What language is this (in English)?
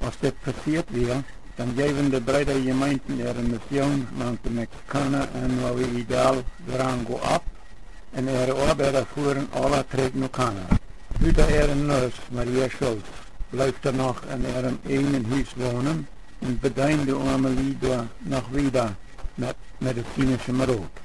Plautdietsch